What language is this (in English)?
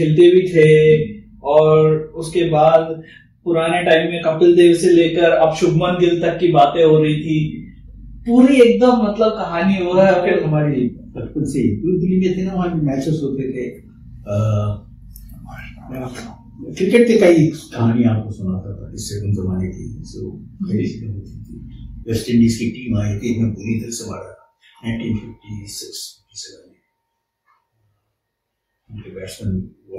Hindi